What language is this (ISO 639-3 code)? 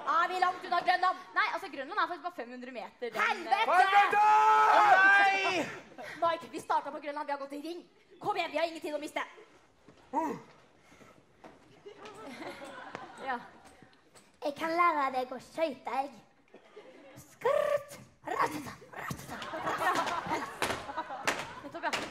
nor